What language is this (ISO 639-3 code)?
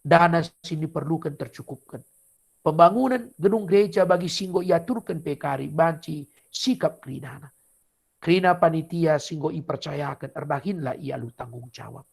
btx